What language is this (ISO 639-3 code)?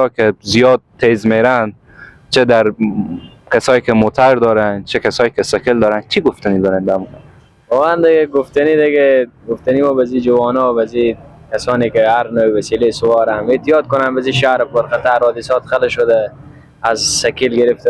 fas